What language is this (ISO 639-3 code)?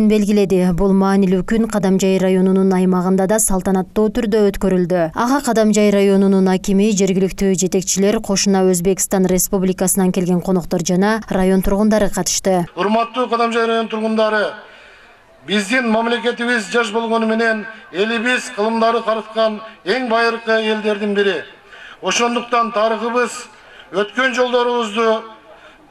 kir